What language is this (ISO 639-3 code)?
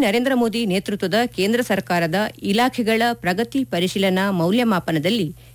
kan